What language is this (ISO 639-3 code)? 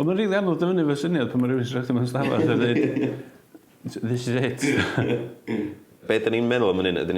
cym